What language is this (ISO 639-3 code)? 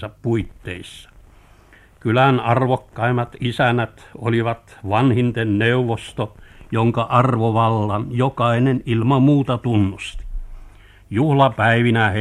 fin